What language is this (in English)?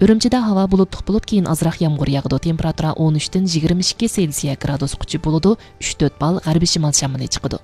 Uyghur